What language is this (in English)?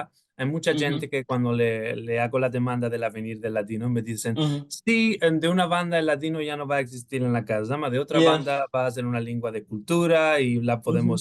Ladino